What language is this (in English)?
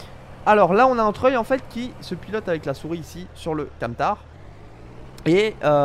French